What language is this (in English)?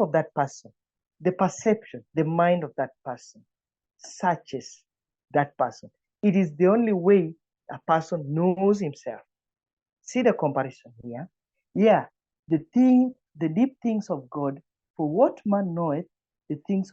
English